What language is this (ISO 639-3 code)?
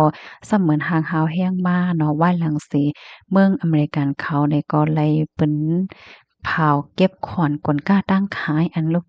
shn